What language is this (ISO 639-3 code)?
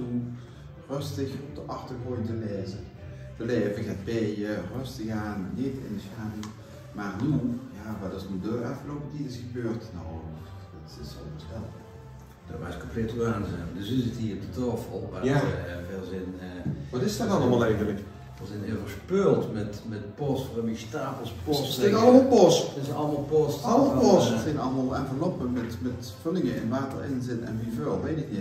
lim